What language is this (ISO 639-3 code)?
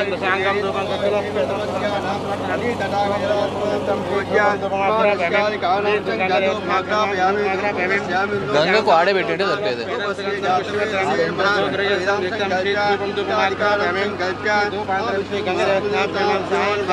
tel